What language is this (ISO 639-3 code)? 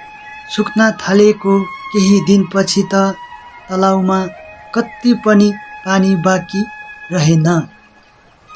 nep